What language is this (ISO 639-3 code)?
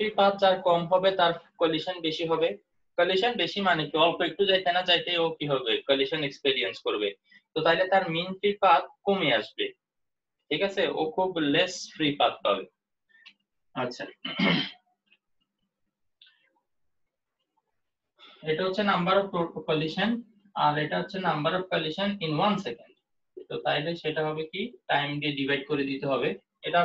ben